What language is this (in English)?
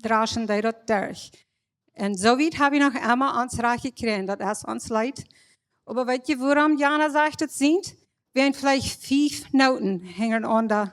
Plautdietsch